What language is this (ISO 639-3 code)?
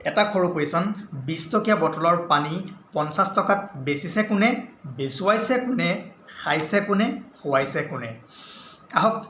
asm